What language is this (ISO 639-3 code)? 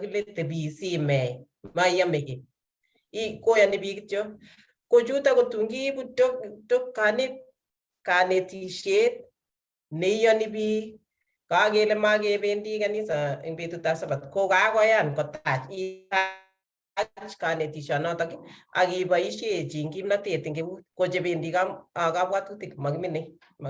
kln